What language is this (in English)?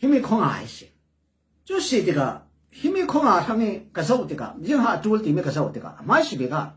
Hakha Chin